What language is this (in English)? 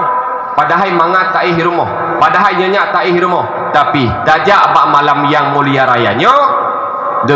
Achinese